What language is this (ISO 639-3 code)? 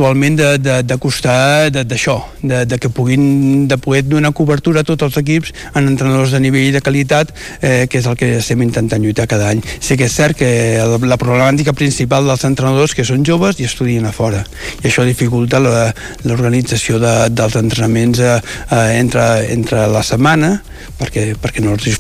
cat